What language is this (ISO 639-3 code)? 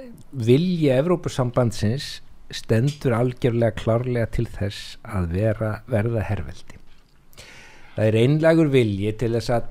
isl